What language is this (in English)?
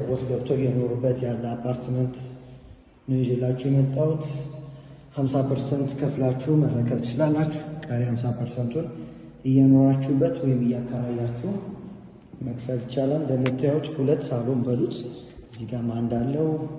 Amharic